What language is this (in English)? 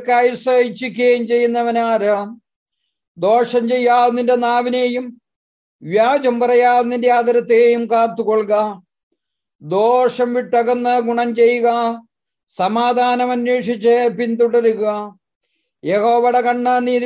Malayalam